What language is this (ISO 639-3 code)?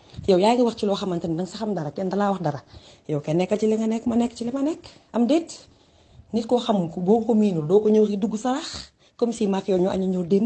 wol